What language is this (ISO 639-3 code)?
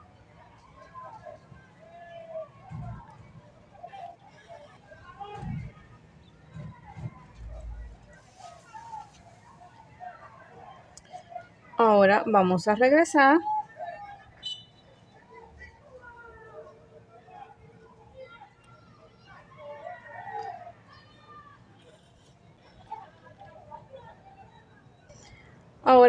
spa